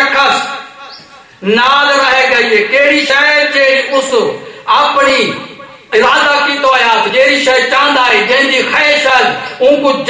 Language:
Saraiki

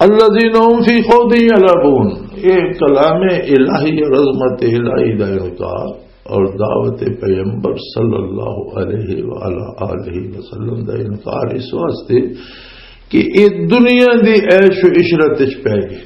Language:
Western Panjabi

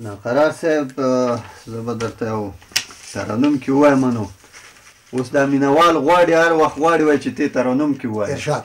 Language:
Pashto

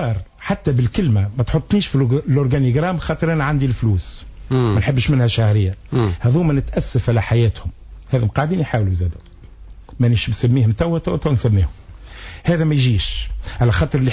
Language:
Tunisian Arabic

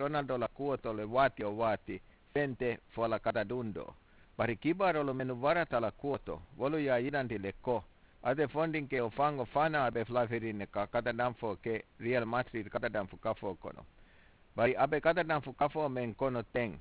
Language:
Mandingo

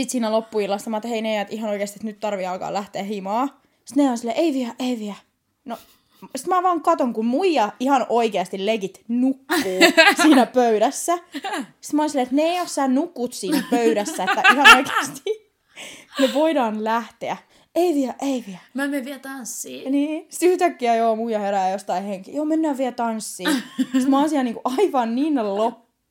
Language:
Finnish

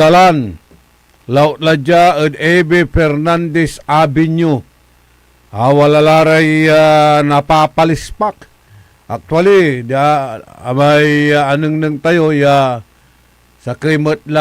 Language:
Pangasinan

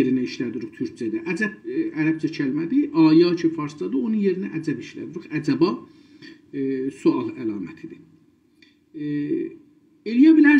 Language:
South Azerbaijani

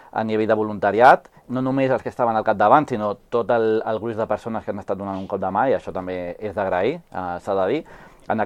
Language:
Catalan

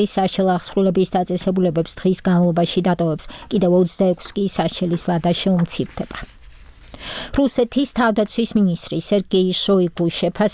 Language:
Georgian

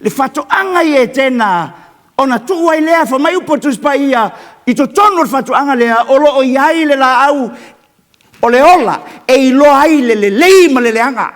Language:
Samoan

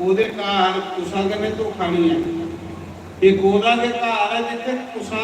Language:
Dogri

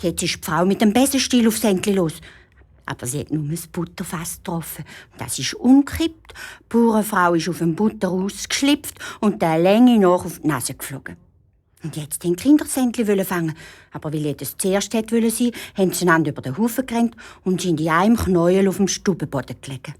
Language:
Swiss German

